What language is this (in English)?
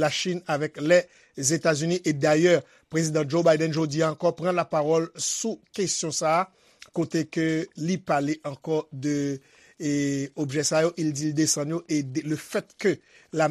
Haitian Creole